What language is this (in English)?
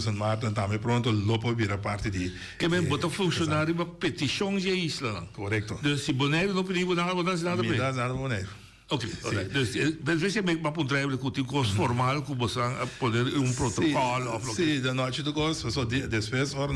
Papiamento